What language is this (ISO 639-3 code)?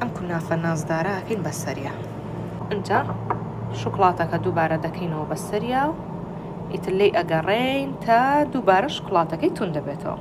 ckb